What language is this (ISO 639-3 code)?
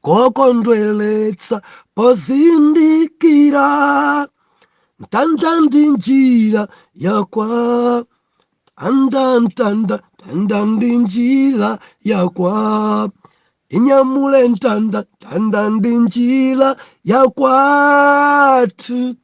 nya